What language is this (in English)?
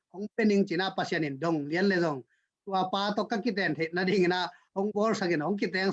Tedim Chin